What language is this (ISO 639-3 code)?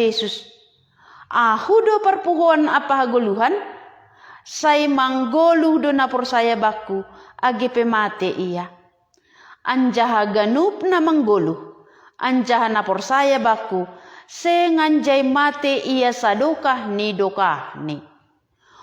bts